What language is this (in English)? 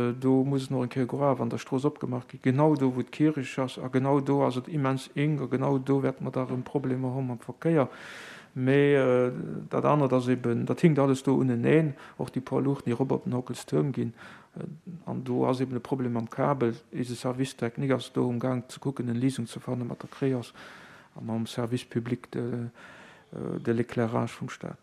Luxembourgish